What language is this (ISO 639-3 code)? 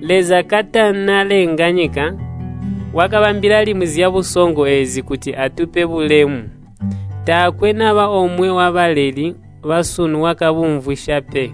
toi